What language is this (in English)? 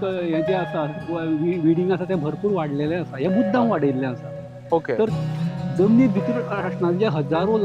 Konkani